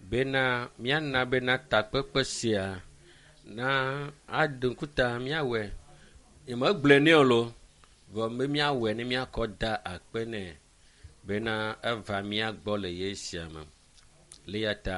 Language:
Ewe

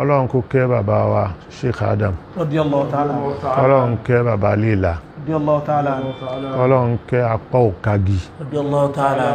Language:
Yoruba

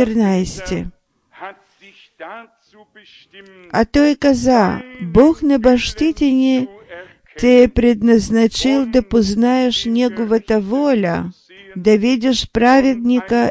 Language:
Bulgarian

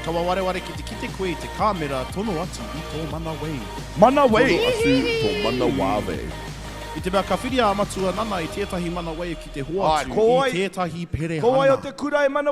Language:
Māori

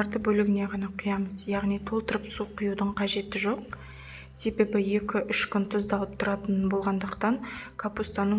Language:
Kazakh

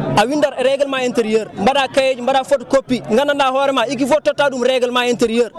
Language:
Fula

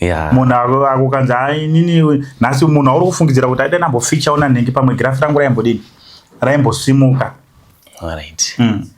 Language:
Shona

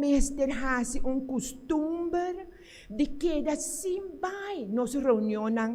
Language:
Papiamento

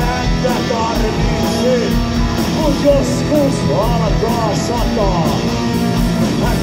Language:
Finnish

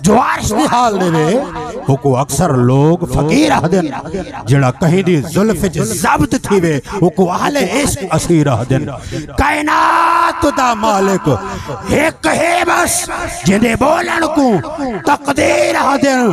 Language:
Saraiki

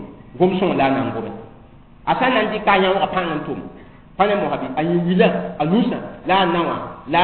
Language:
Mossi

